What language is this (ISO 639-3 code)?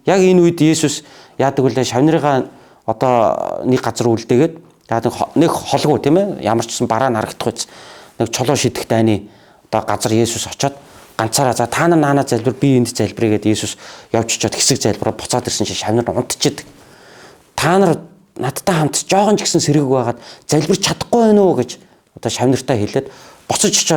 mon